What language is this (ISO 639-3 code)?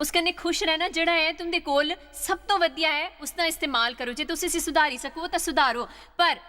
doi